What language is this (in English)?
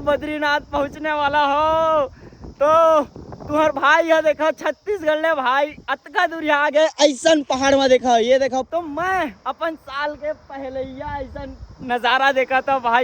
Chhattisgarhi